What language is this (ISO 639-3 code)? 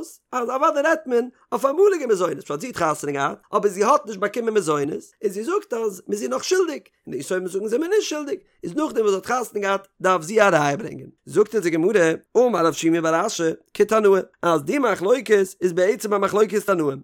yid